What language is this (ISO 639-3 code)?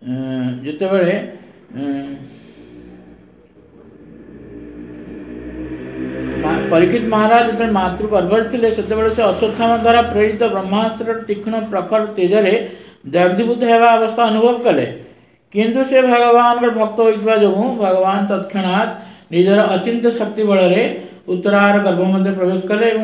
ori